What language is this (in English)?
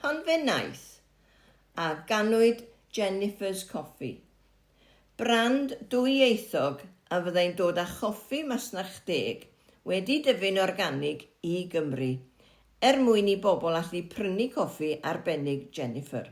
Welsh